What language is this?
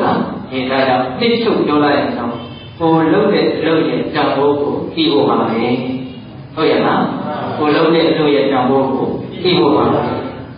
Burmese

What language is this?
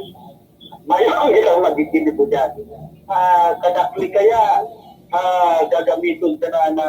Bikol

